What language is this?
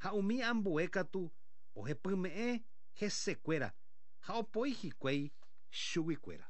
Guarani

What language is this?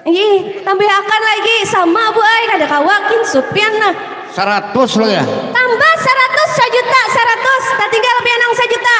Banjar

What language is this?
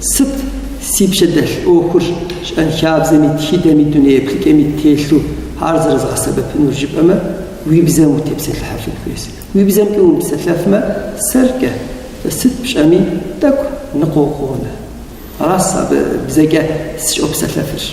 Kabardian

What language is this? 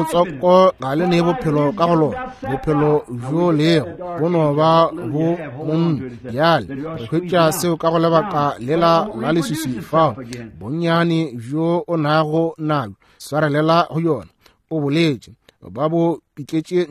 Northern Sotho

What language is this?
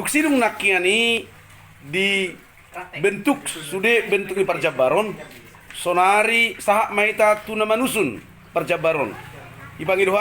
Batak Toba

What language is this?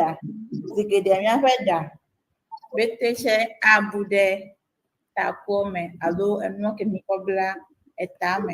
Ewe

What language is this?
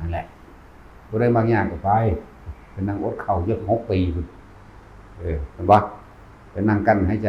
Northeastern Thai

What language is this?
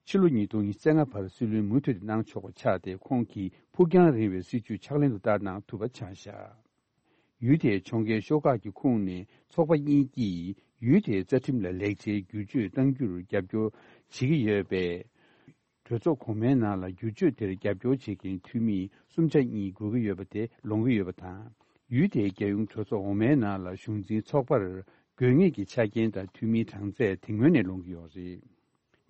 Tibetan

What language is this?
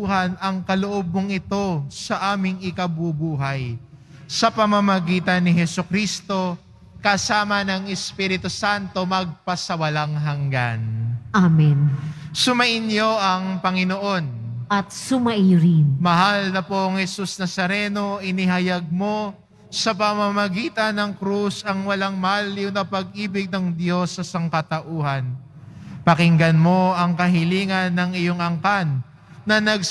Filipino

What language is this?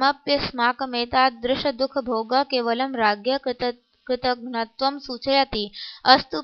Sanskrit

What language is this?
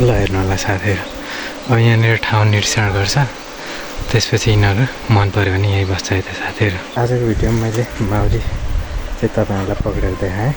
Nepali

